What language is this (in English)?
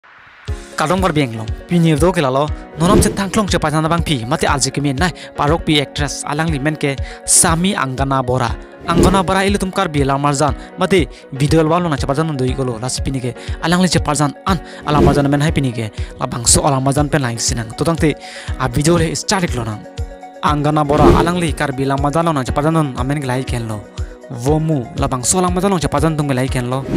Karbi